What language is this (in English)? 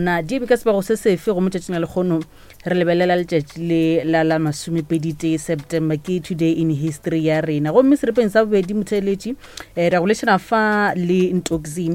Northern Sotho